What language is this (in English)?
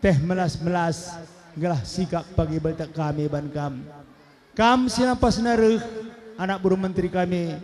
Batak Karo